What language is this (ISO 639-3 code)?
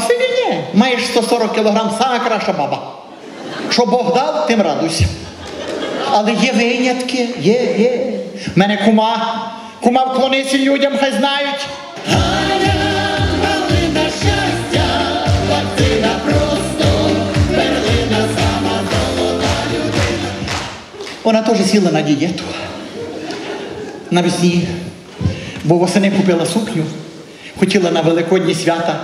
ukr